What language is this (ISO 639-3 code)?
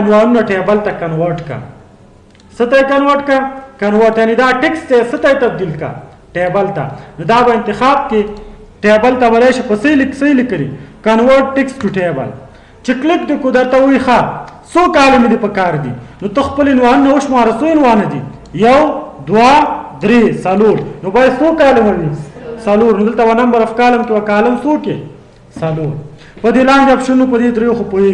pus